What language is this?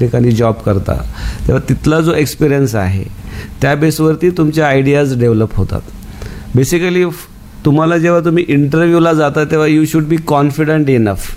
Marathi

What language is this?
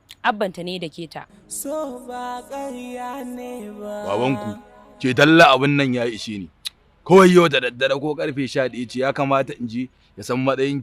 Hausa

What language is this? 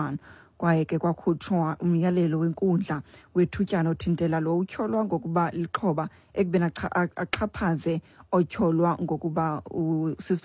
Xhosa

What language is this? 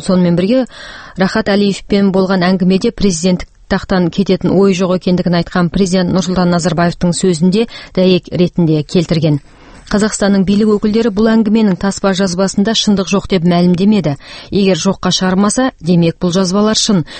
Kazakh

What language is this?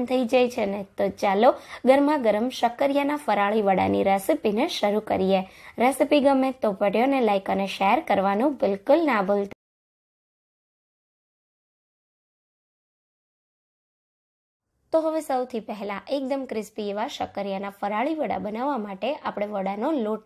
Gujarati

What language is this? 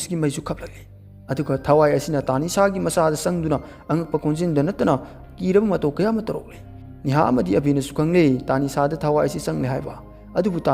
Manipuri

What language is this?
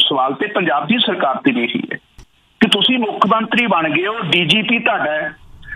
Punjabi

